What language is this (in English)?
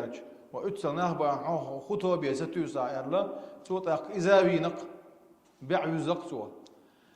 Chechen